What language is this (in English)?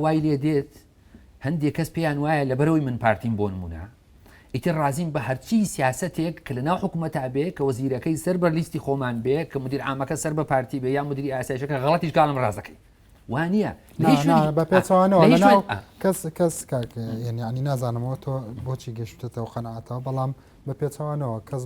Central Kurdish